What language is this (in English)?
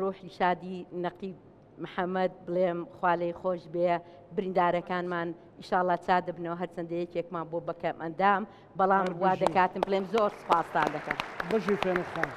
Central Kurdish